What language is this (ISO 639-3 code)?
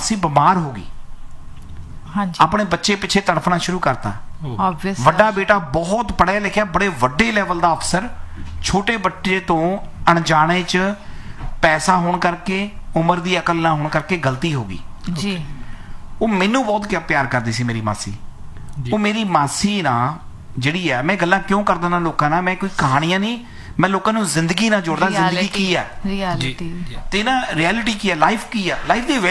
pan